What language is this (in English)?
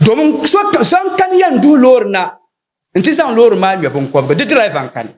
Dagbani